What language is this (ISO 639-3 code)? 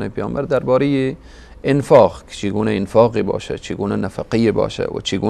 fas